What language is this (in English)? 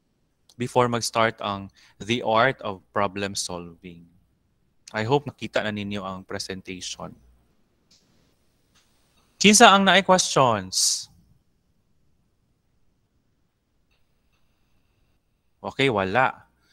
Cebuano